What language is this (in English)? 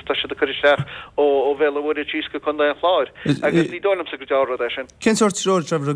Irish